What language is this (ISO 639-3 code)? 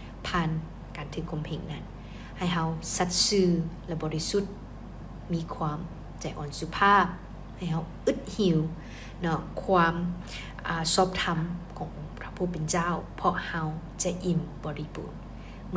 lao